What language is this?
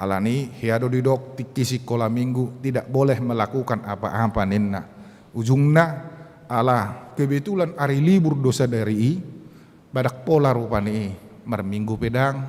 Batak Toba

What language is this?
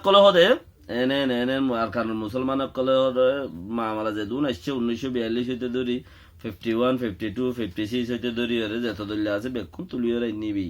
Rohingya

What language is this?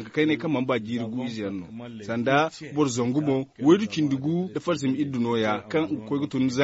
Zarma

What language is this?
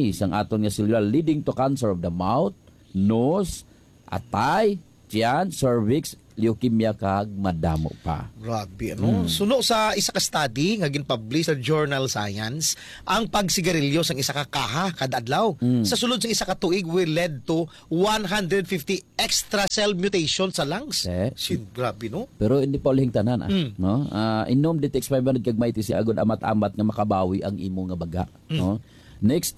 Hiligaynon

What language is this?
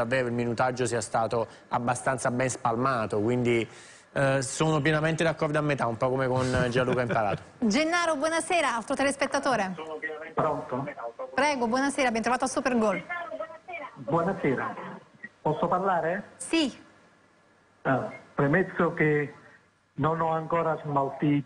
Italian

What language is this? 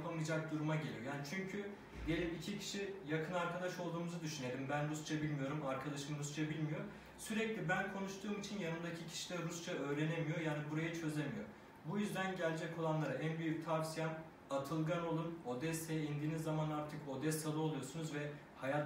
Turkish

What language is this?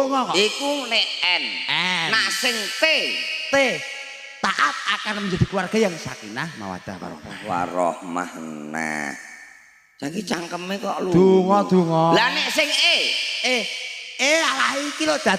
Javanese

